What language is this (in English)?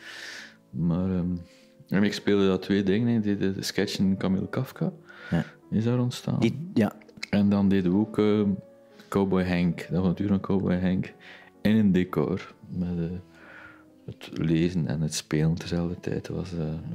Dutch